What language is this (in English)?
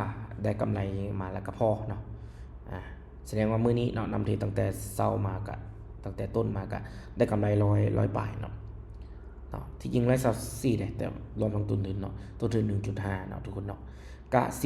Lao